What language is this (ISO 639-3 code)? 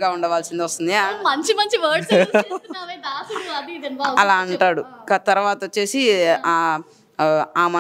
tel